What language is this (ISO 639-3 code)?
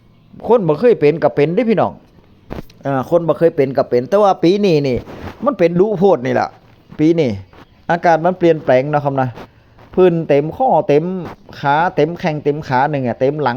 tts